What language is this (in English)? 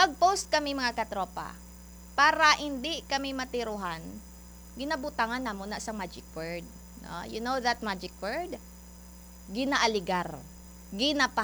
Hiligaynon